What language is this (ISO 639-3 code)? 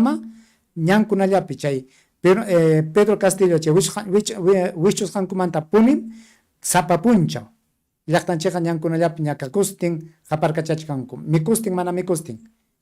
quy